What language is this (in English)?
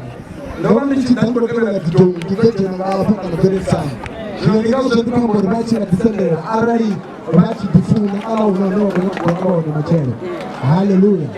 Venda